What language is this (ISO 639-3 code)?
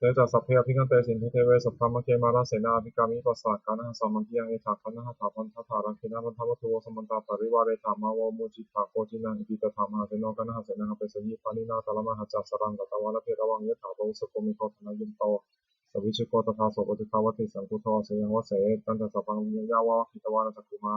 pli